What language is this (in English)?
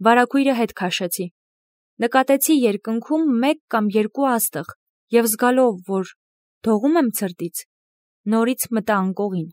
Armenian